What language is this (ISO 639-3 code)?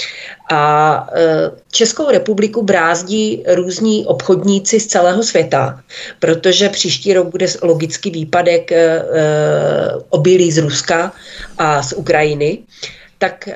ces